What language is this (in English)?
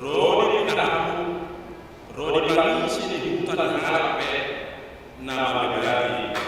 Batak Toba